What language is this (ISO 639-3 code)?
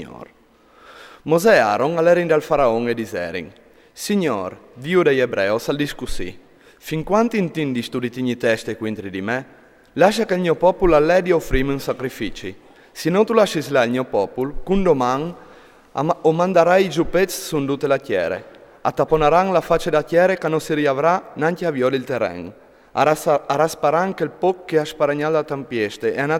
fur